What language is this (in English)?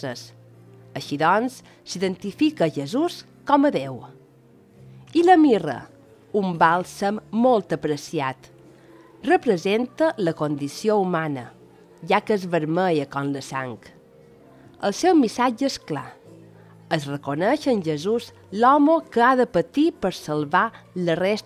Catalan